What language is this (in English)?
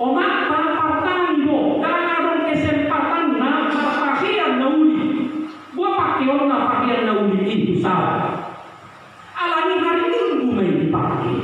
Batak Toba